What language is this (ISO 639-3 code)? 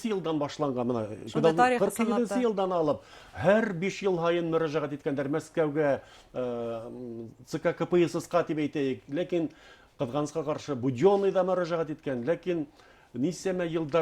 bak